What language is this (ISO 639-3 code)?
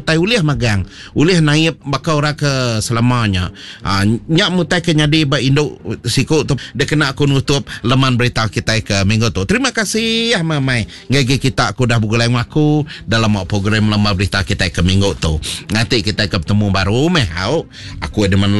iba